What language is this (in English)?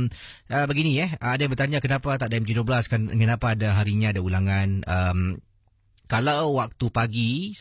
Malay